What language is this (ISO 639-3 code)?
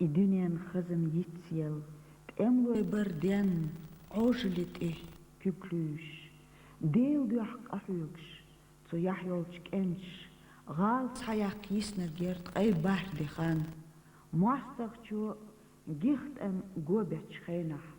che